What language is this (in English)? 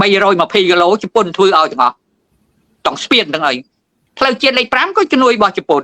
Khmer